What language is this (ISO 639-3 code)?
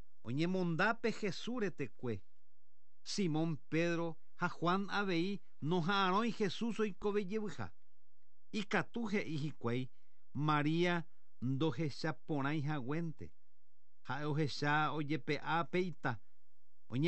grn